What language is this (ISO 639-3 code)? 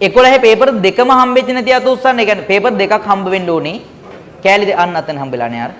sin